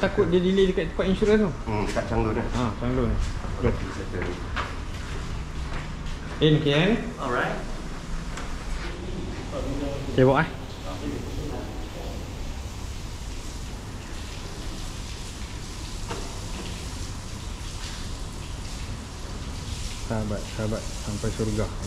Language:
Malay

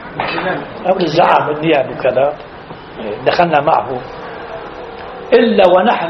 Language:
Arabic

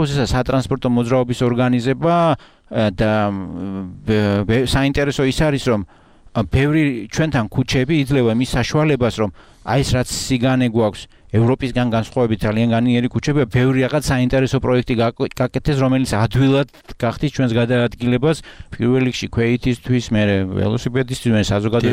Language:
Georgian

